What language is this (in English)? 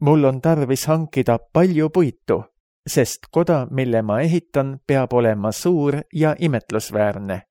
Estonian